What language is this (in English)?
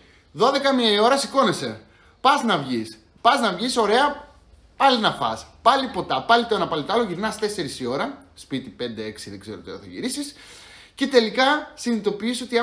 Greek